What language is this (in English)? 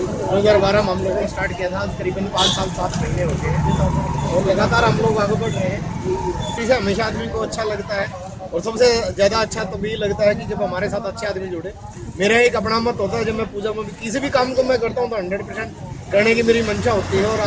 Hindi